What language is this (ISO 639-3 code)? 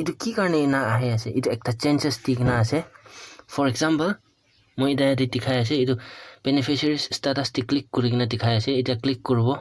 nag